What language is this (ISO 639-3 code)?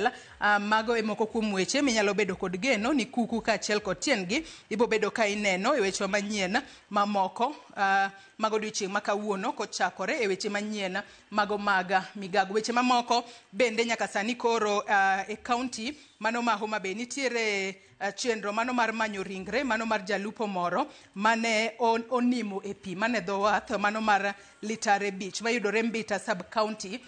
luo